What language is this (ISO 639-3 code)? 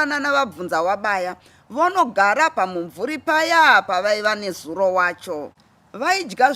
sna